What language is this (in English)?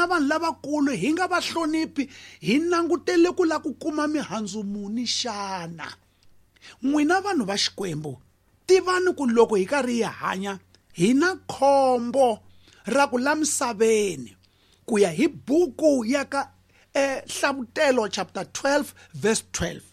Tsonga